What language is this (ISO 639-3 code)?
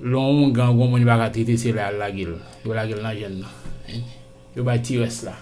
hat